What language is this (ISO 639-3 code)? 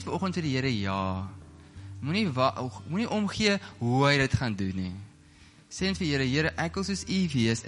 afr